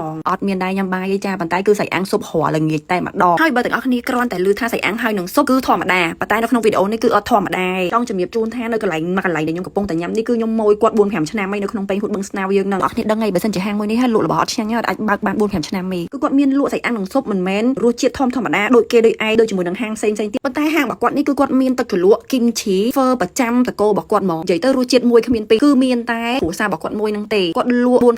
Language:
Khmer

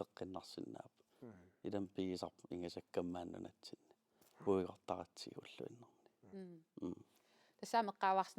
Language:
Kalaallisut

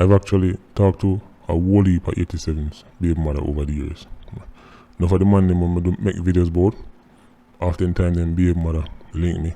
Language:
Jamaican Creole English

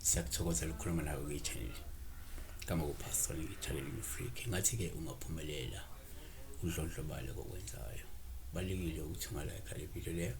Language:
Zulu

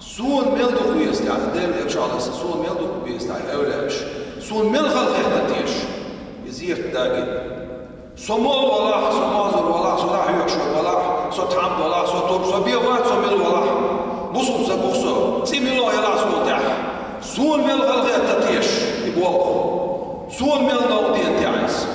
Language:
Chechen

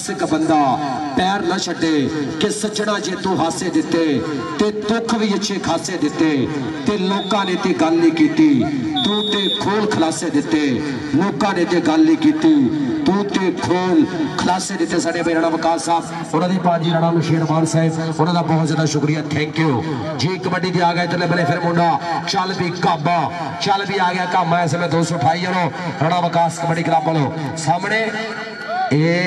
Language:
Punjabi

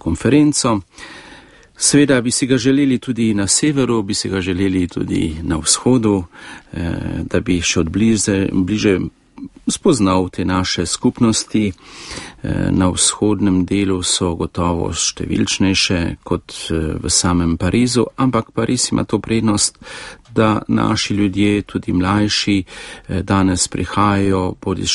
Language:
Slovenian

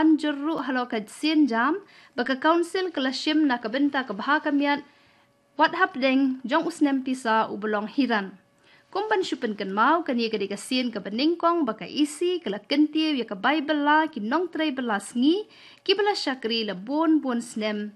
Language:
Khasi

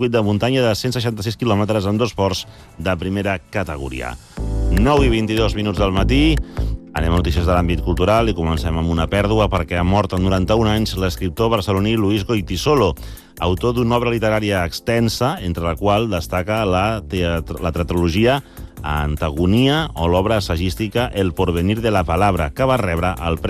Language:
Catalan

